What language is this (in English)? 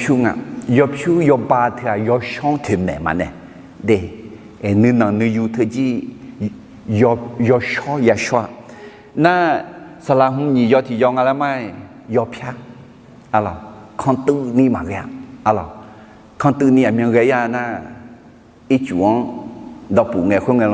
Akha